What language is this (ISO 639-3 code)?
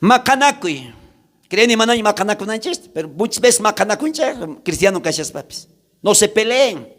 quh